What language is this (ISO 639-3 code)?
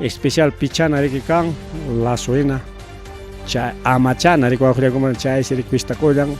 quy